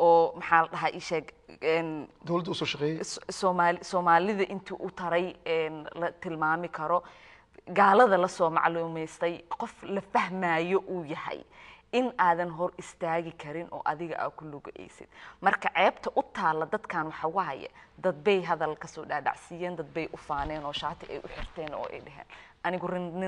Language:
Somali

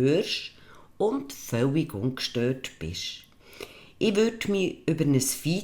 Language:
Swiss German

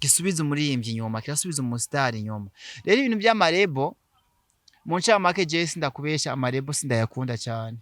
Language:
Rundi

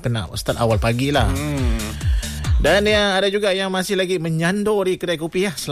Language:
Malay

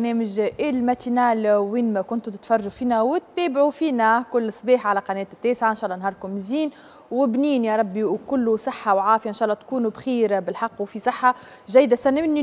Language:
Tunisian Arabic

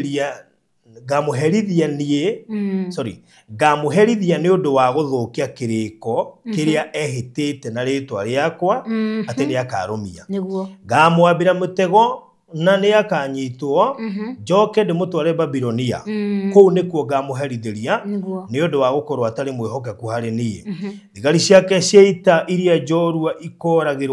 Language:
Kikuyu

